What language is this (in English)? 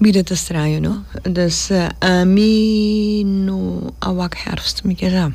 Papiamento